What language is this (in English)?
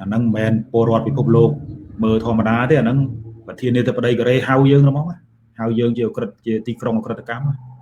Khmer